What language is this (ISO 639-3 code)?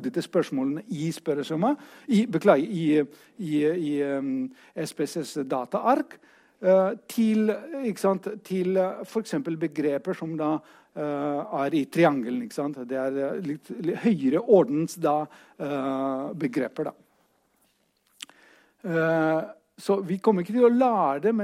nor